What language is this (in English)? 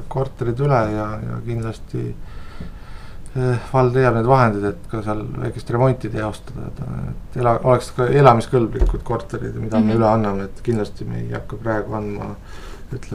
Estonian